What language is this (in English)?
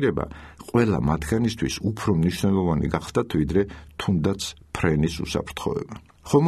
Georgian